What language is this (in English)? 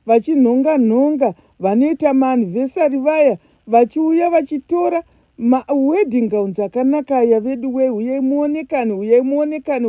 Shona